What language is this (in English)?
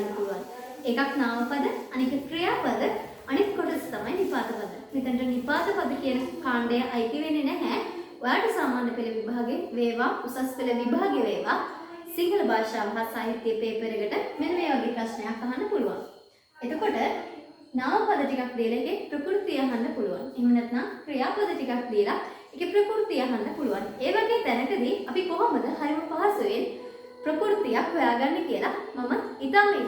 Sinhala